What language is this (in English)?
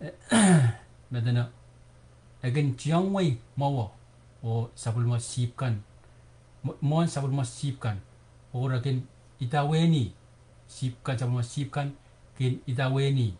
Pohnpeian